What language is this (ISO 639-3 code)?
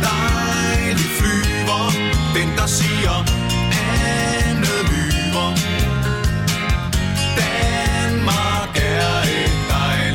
dan